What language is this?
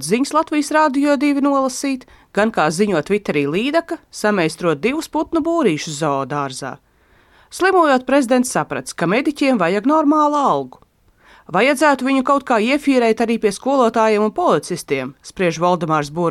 Latvian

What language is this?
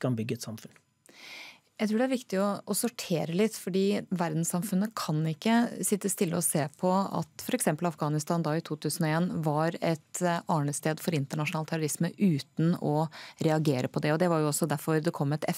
Norwegian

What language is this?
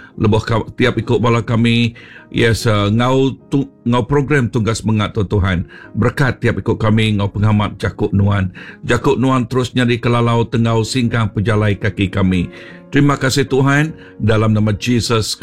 Iban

